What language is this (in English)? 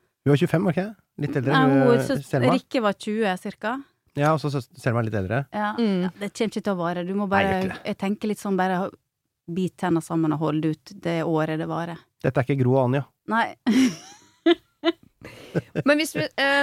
Norwegian